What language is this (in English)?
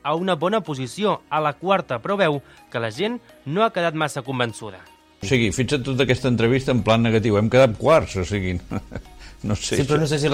Catalan